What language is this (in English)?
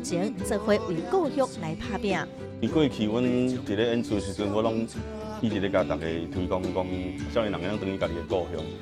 Min Nan Chinese